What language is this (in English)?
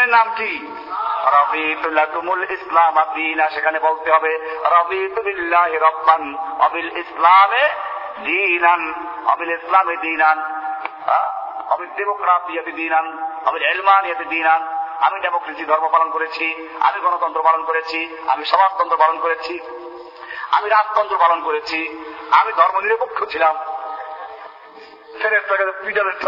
Bangla